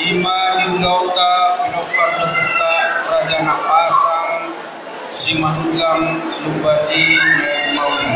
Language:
Batak Toba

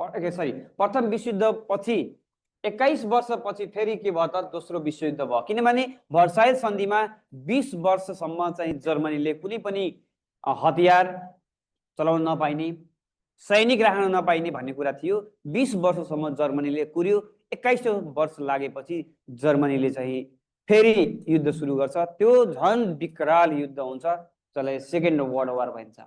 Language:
Nepali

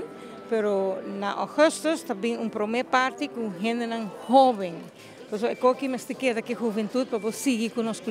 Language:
Papiamento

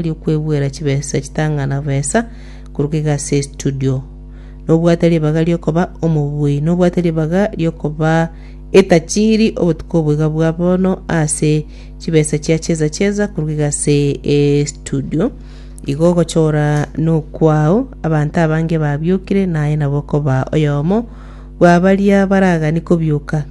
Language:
Gusii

